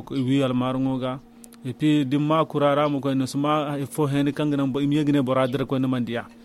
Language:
Zarma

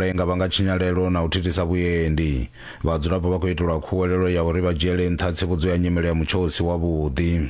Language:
Venda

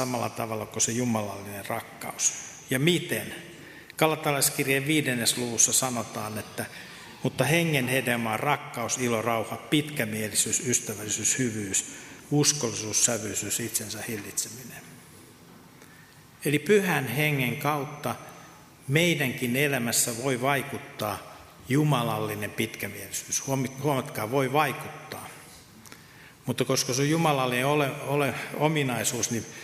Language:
Finnish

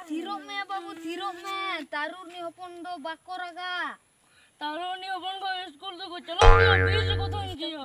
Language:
Santali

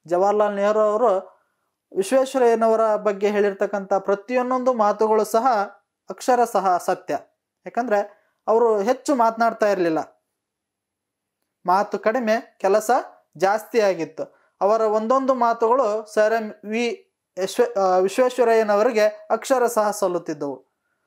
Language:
Kannada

